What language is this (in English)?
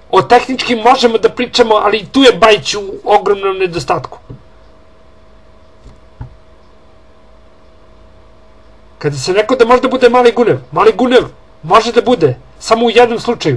Serbian